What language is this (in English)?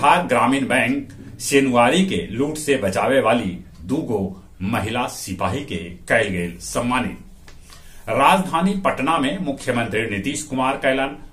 Magahi